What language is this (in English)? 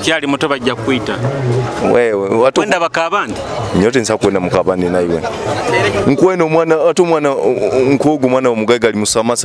Nyoro